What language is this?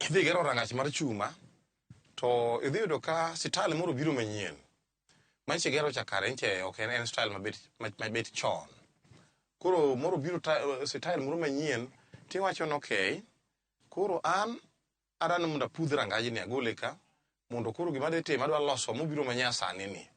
Luo (Kenya and Tanzania)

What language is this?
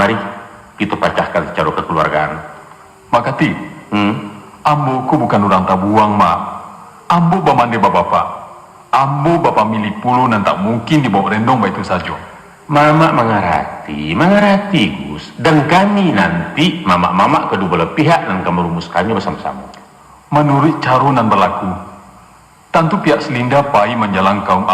Minangkabau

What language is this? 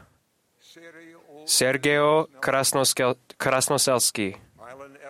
Slovak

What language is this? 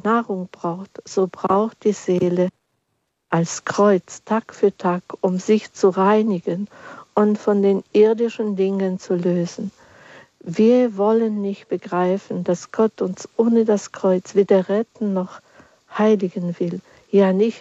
German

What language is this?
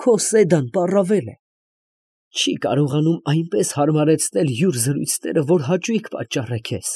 Armenian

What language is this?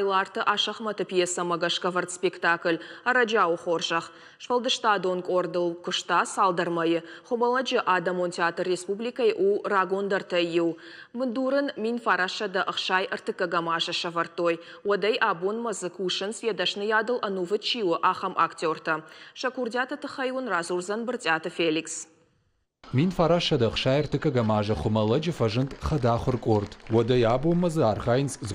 Ossetic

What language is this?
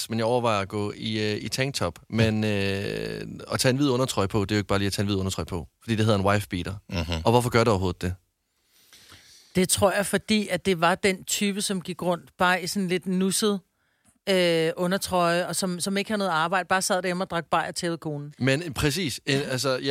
Danish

